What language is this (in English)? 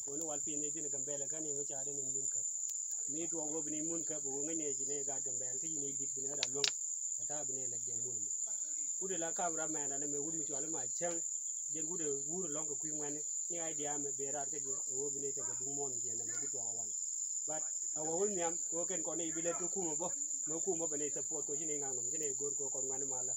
Nuer